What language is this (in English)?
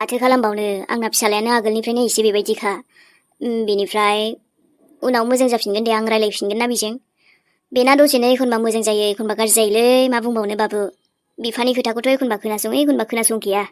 Bodo